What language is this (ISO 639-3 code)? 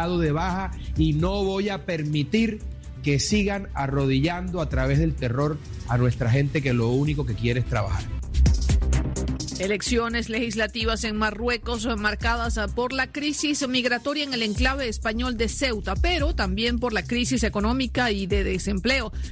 spa